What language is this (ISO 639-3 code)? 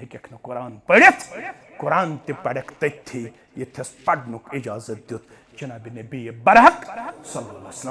kas